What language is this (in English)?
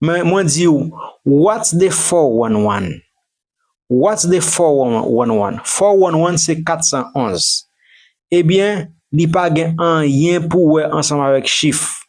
Haitian Creole